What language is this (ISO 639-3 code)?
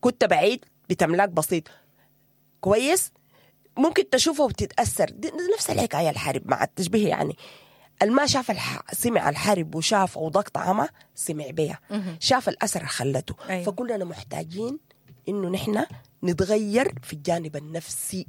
apd